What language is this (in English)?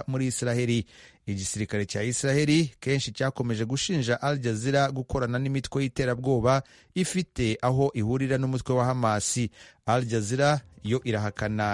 Kinyarwanda